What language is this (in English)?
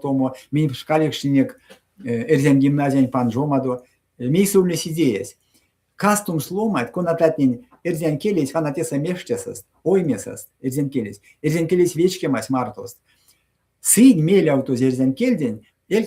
Erzya